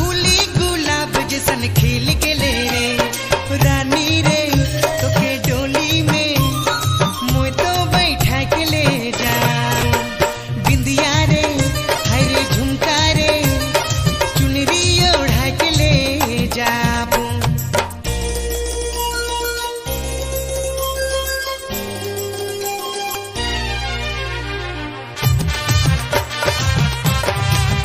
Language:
Sadri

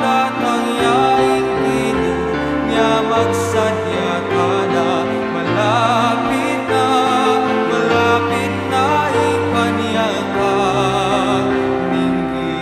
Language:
Pampanga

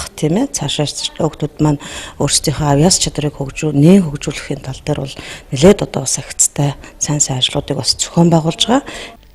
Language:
Mongolian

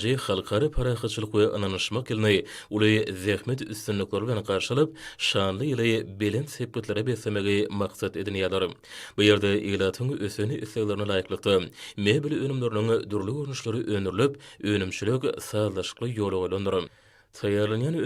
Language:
Turkmen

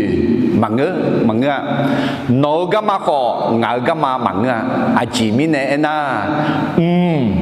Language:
Akha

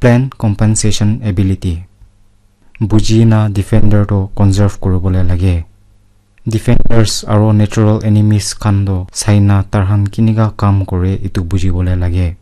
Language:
Naga Pidgin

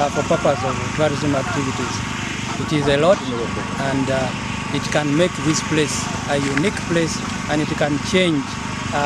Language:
Nyankole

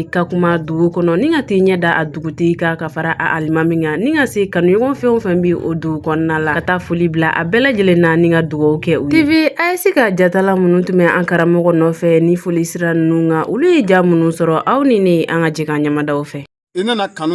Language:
Bambara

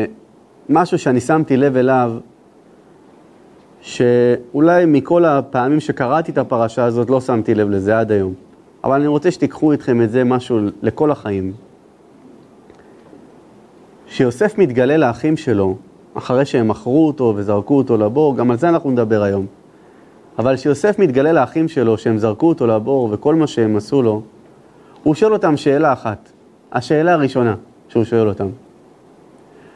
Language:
Hebrew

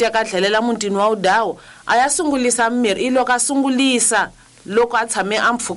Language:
Tsonga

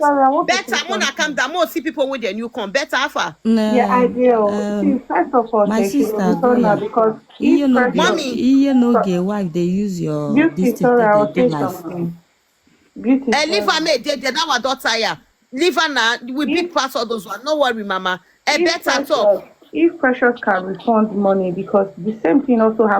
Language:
Nigerian Pidgin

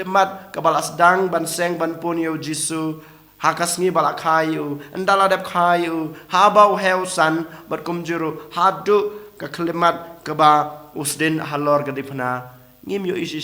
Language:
Khasi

